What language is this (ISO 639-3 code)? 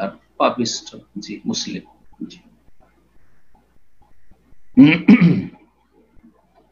ben